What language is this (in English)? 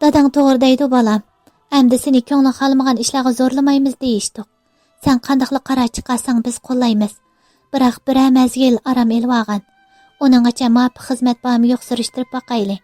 Uyghur